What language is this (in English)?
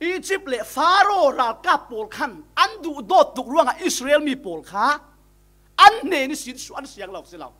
Falam Chin